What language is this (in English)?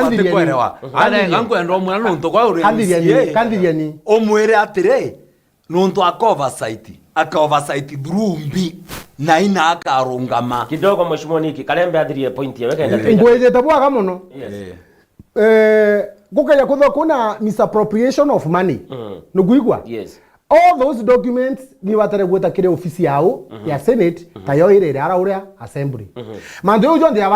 Meru